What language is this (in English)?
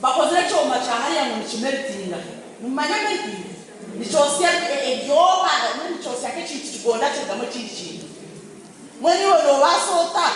Nyankole